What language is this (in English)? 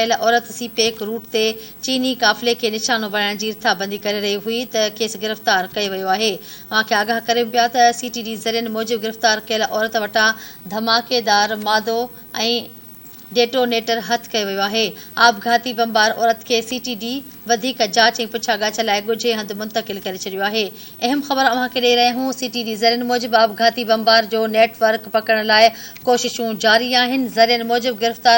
Sindhi